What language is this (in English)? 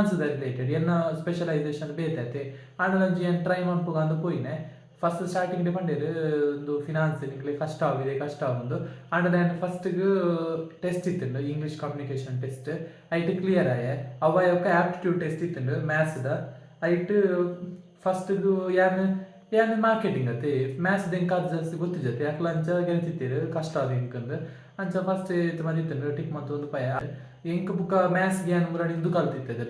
Tulu